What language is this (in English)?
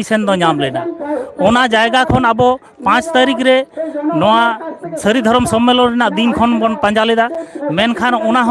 Santali